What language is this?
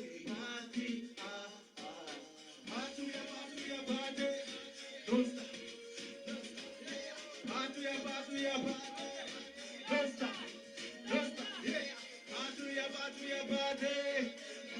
Jamaican Creole English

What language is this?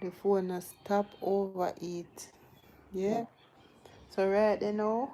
Jamaican Creole English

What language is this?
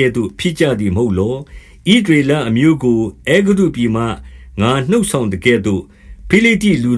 Burmese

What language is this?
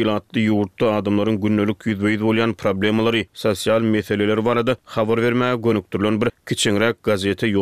Turkmen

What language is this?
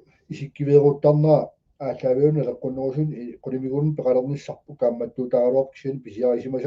Kalaallisut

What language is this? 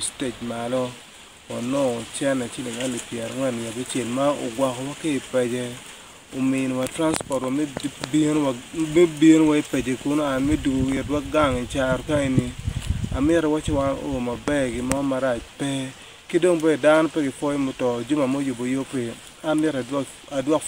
Acoli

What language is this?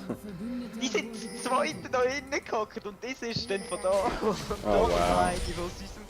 Swiss German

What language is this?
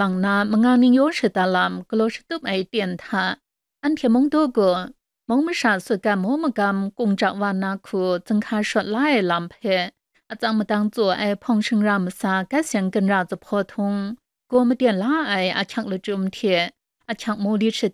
Kachin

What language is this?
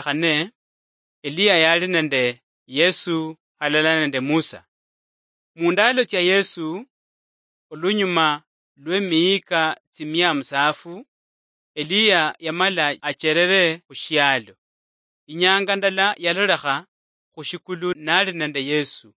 Luyia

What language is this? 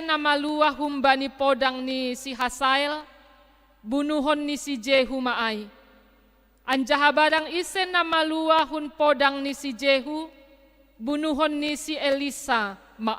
Batak Simalungun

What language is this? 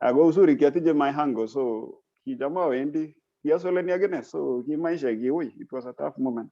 Kalenjin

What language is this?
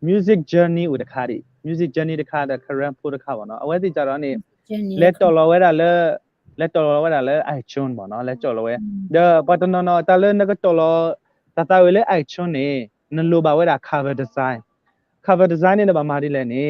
S'gaw Karen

